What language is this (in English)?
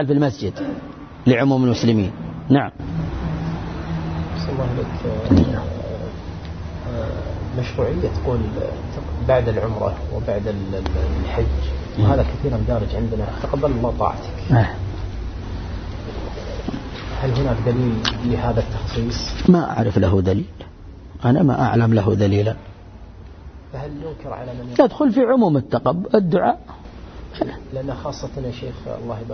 Arabic